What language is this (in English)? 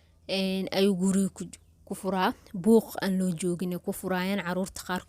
Somali